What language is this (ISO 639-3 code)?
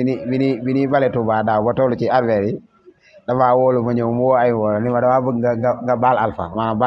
wol